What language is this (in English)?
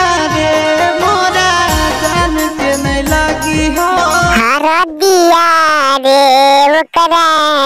Magahi